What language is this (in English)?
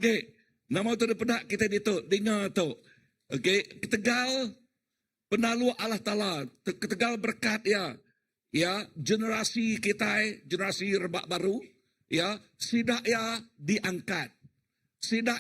Iban